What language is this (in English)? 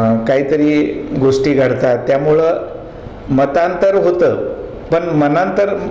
Marathi